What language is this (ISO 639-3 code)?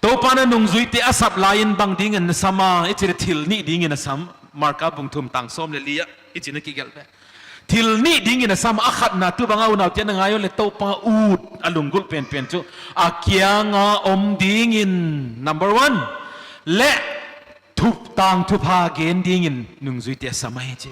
pck